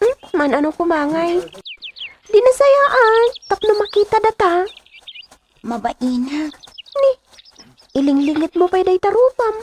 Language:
Iloko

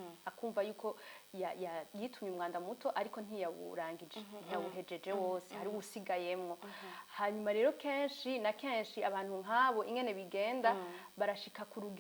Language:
Rundi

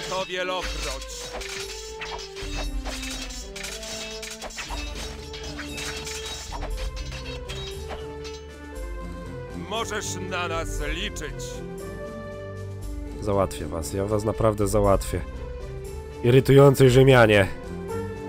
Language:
Polish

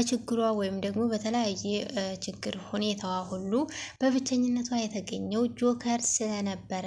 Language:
Amharic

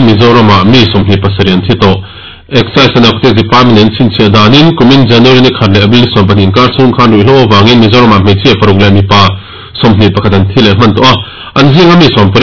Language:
Mizo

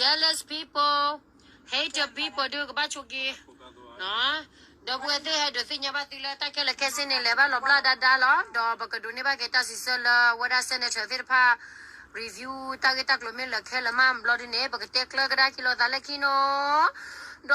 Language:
S'gaw Karen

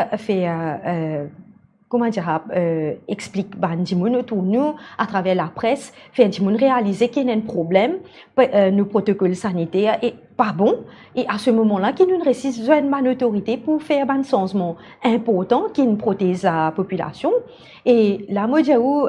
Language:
Morisyen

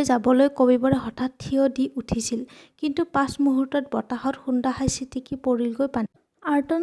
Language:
Assamese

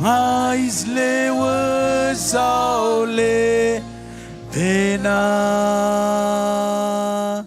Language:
Marshallese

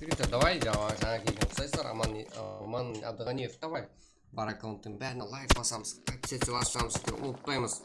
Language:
Kara-Kalpak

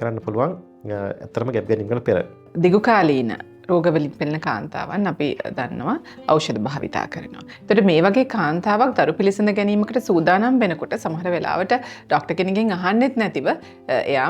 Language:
Sinhala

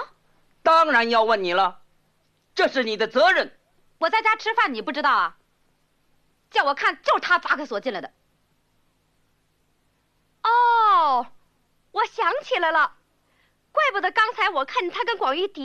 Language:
Chinese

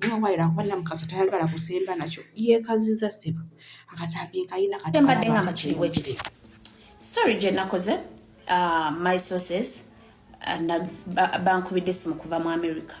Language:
Ganda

